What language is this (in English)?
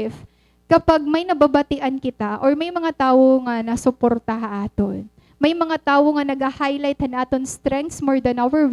Waray